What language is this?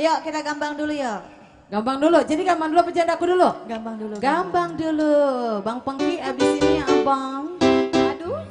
Betawi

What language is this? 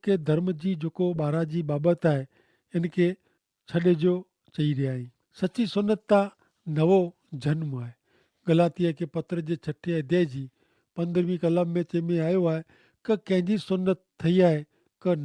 Kachhi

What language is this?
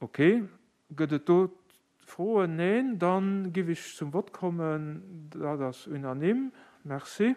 Luxembourgish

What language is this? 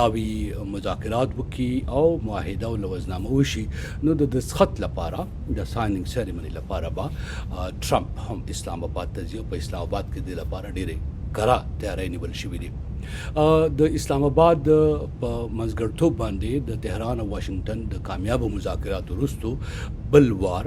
Pashto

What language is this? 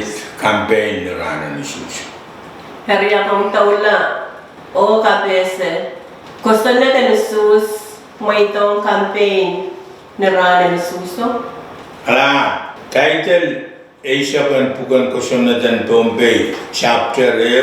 Pohnpeian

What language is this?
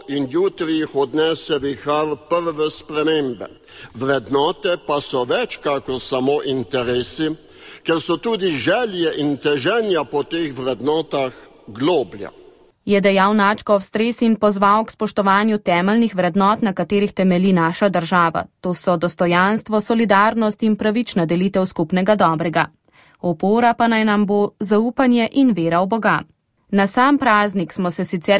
Slovenian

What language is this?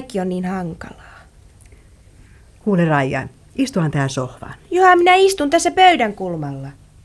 Finnish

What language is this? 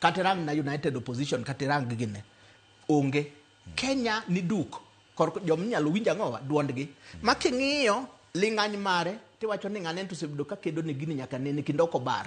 Luo (Kenya and Tanzania)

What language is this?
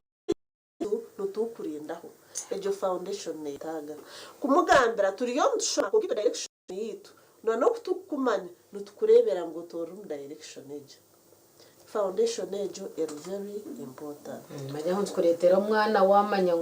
Nyankole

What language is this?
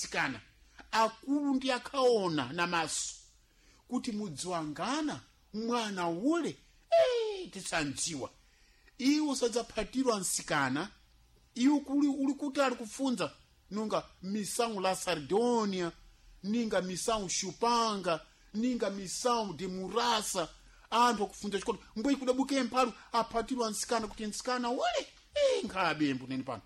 Sena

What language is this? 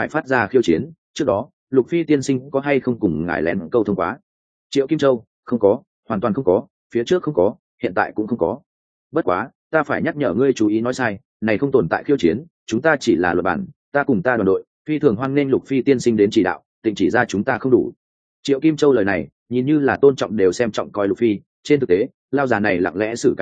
Vietnamese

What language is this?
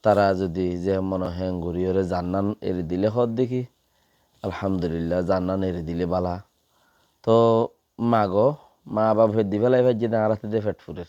Rohingya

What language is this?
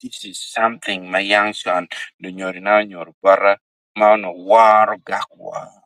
Acoli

